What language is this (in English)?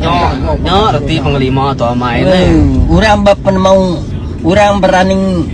Iban